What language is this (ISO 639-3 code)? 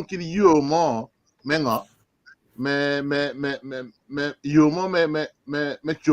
ach